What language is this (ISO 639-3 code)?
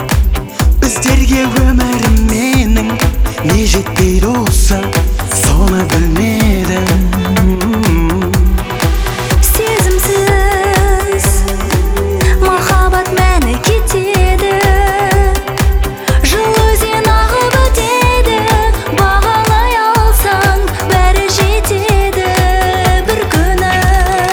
kaz